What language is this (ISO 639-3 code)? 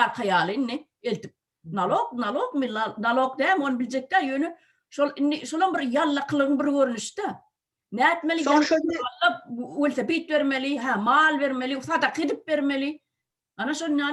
tuk